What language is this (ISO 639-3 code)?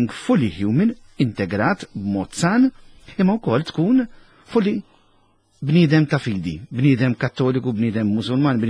mlt